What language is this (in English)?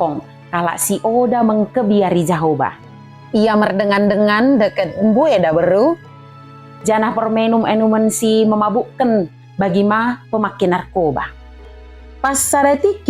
Batak Dairi